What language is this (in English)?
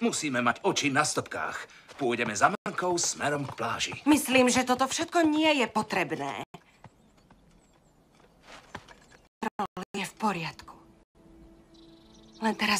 Slovak